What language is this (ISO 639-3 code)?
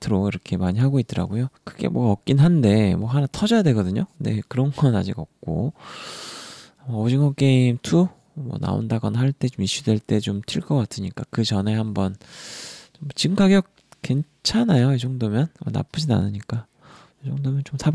kor